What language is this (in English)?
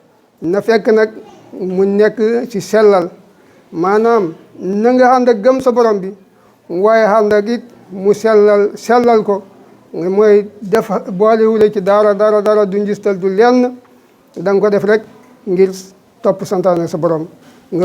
Wolof